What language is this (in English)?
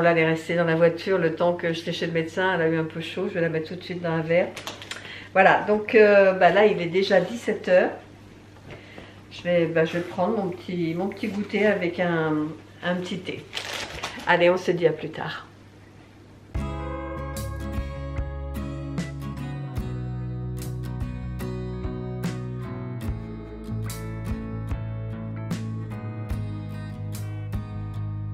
French